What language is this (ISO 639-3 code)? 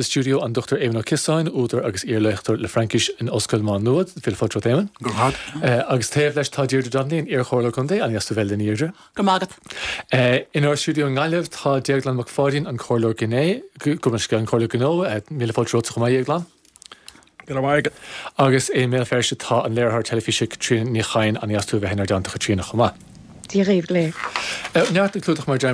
gle